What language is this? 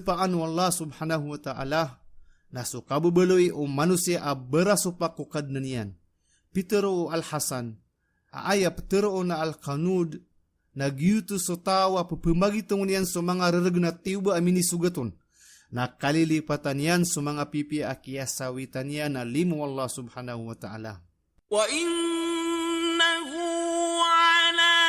Maranao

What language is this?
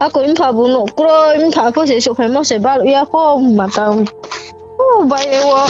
Riang (India)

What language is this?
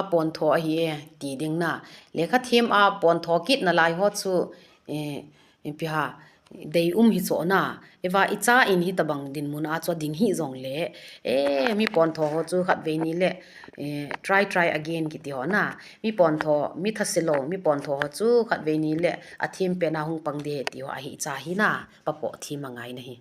Thado Chin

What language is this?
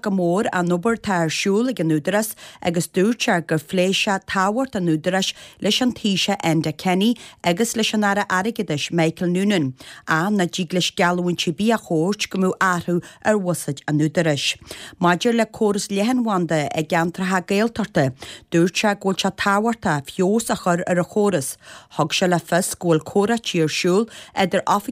Irish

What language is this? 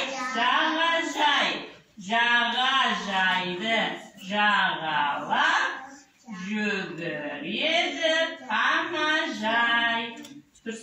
Kazakh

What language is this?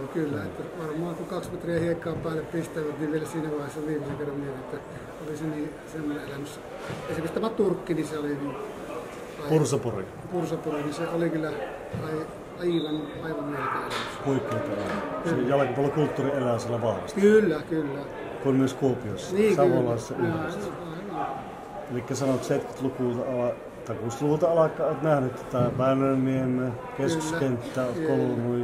Finnish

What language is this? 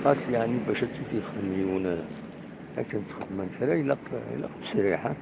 Kabyle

